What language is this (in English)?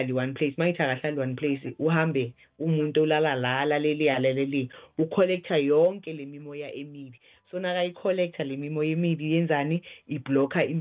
South Ndebele